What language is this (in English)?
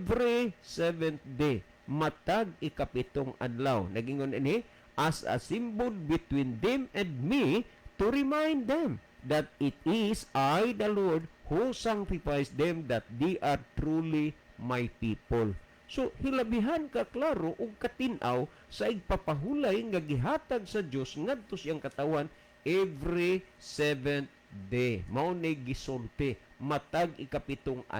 Cebuano